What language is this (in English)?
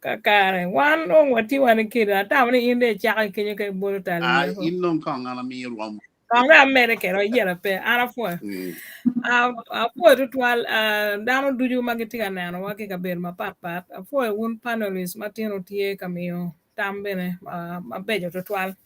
Acoli